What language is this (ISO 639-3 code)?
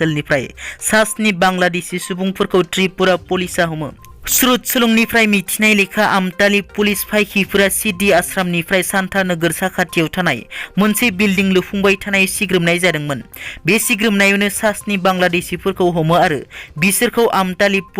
brx